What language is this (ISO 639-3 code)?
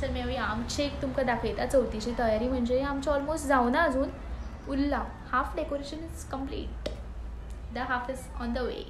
kok